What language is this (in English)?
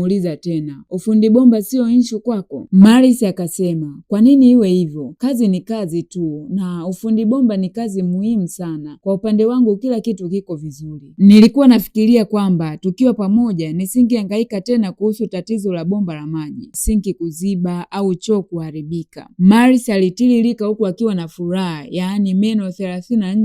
Swahili